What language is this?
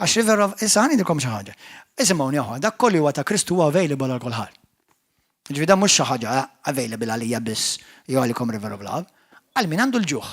Maltese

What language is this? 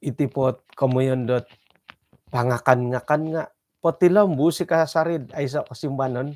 Central Dusun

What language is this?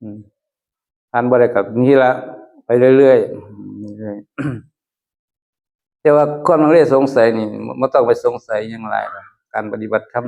Northeastern Thai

